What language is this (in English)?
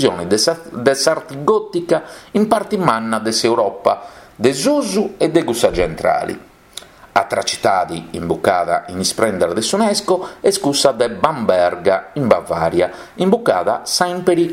Sardinian